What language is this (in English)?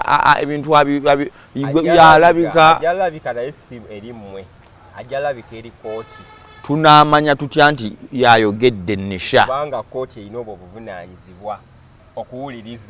Ganda